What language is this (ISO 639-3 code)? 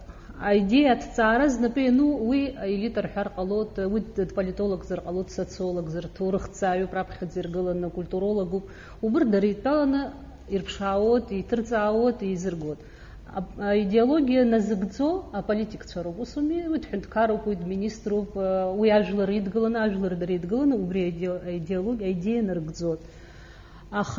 abk